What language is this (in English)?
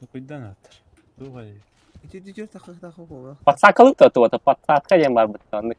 Yakut